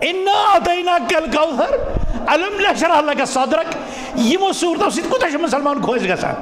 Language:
Kashmiri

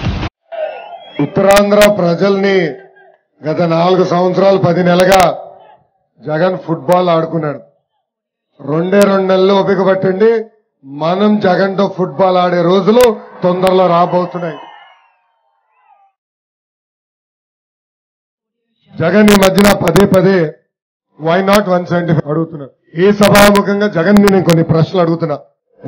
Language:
Telugu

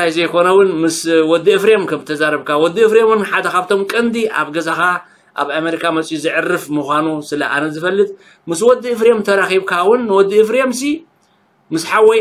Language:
Tigrinya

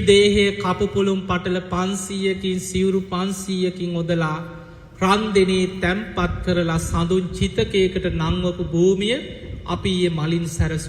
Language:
Sinhala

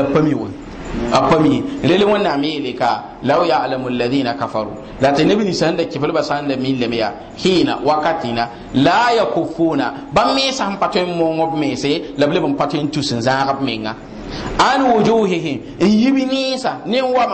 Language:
Mossi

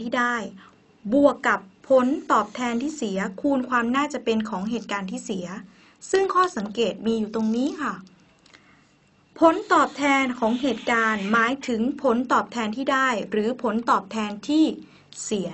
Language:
Thai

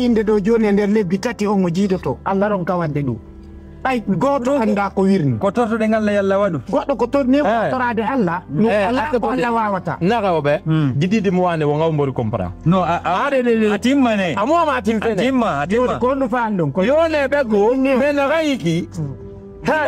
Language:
Fula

